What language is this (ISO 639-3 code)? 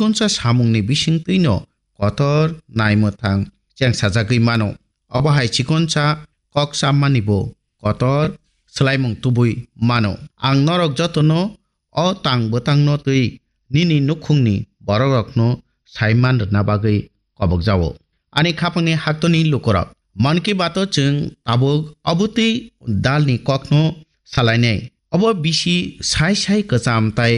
trp